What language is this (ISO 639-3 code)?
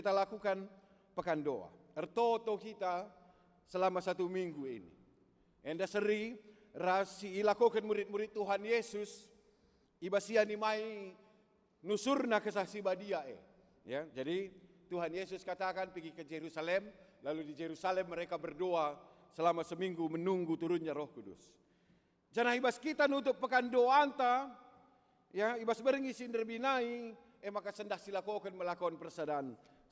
btx